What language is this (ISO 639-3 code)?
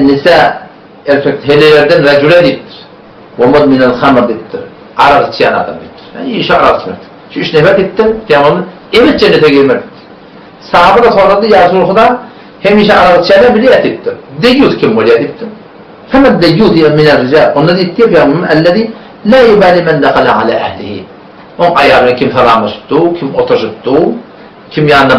tuk